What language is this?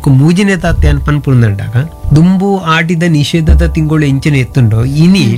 Tulu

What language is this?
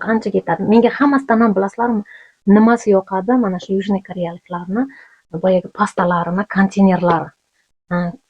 Uzbek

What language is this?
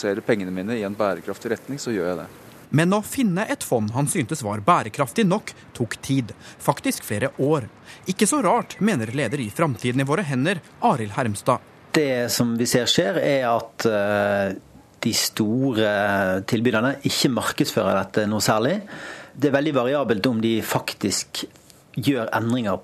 Norwegian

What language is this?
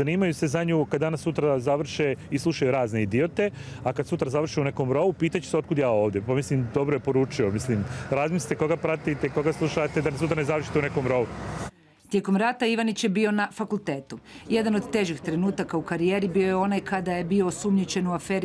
Croatian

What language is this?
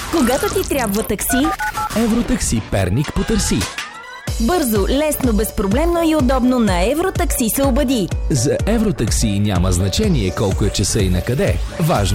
Bulgarian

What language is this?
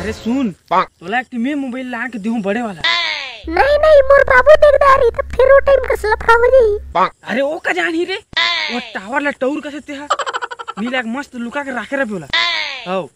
Chhattisgarhi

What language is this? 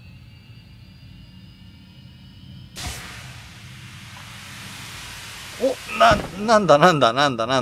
Japanese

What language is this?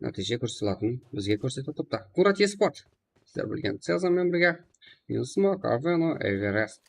Kara-Kalpak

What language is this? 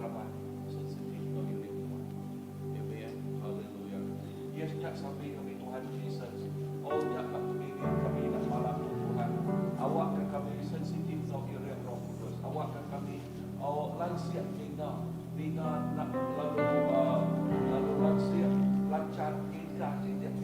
Iban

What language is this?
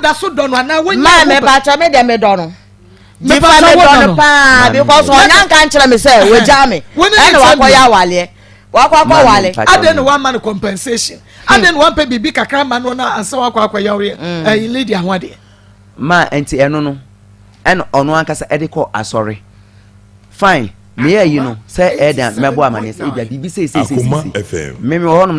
Akan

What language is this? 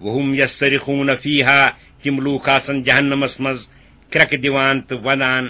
Kashmiri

